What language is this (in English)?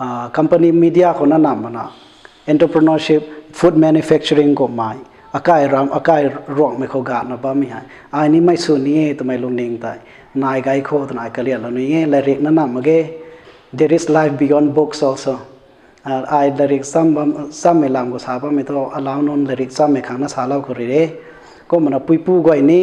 Rongmei Naga